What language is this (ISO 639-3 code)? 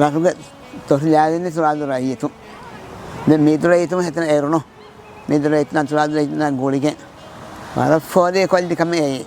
div